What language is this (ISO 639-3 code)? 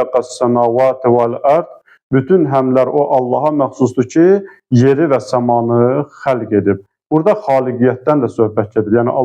aze